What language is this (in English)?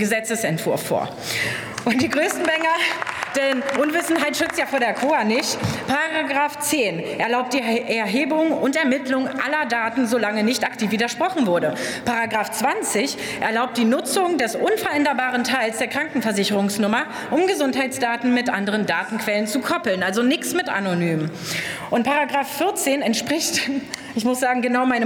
German